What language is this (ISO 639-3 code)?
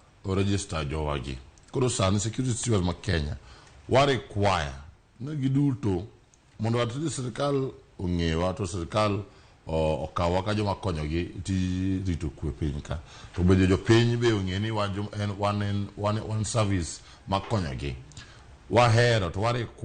luo